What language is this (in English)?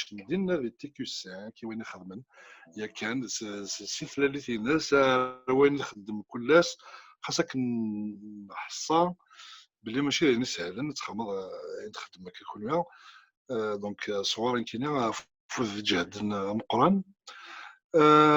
Kabyle